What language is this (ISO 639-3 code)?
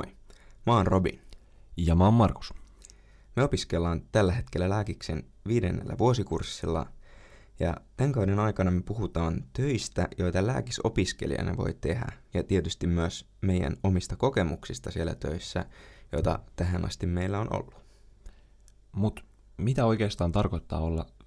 fin